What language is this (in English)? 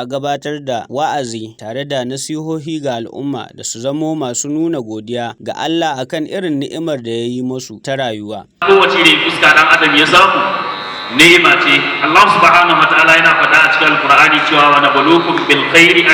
Hausa